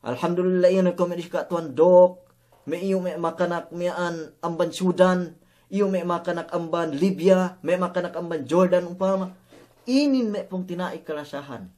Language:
Yakan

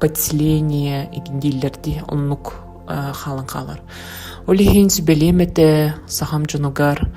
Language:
Yakut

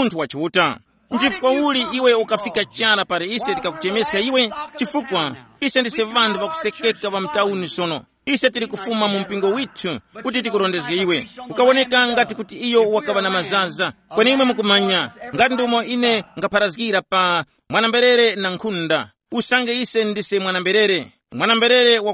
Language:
Tumbuka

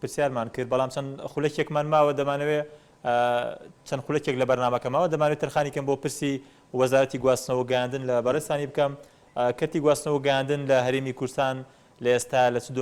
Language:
Central Kurdish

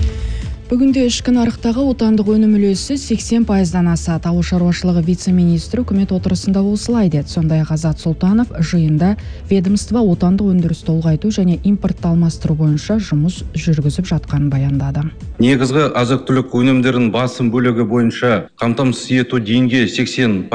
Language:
Kazakh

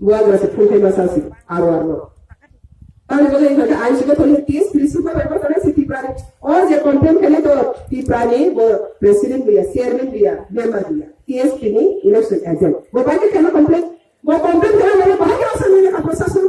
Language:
Riang (India)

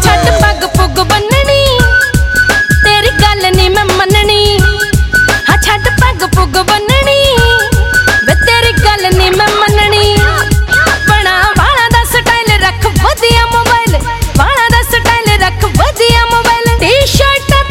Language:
Punjabi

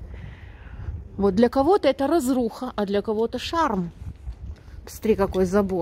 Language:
Russian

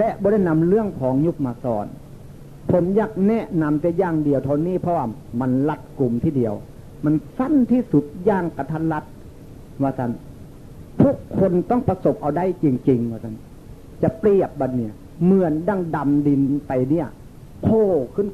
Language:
Northeastern Thai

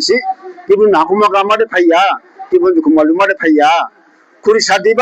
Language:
Dimasa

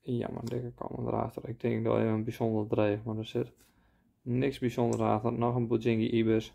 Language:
Western Frisian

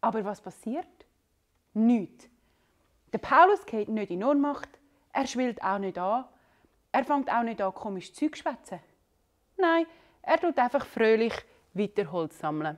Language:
Swiss German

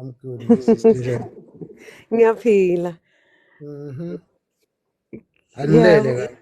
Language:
Zulu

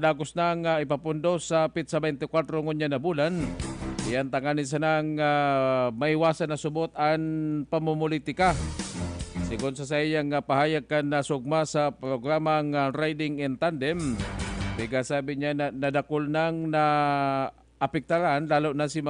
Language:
Bikol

